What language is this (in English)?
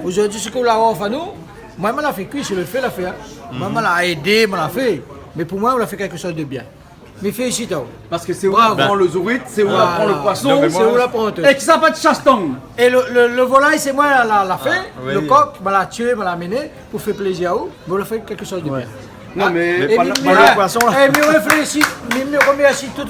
Réunion Creole French